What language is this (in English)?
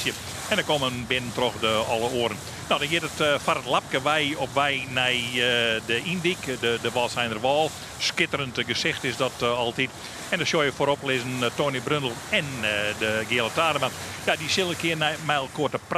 Western Frisian